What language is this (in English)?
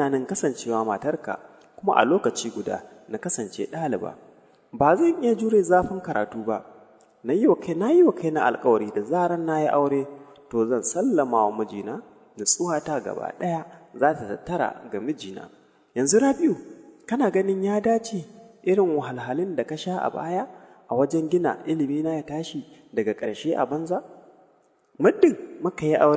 Hausa